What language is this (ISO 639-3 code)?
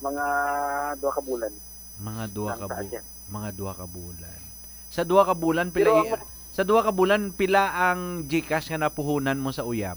hil